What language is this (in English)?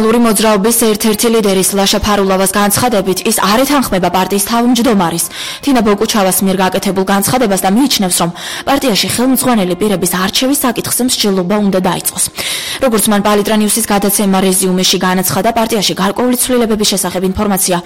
Georgian